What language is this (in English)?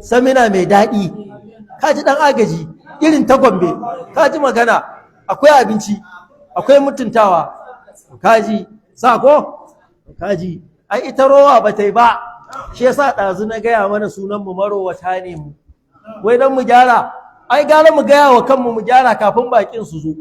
Hausa